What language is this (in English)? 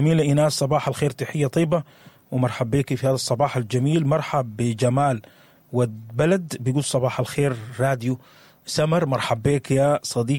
Sudanese Arabic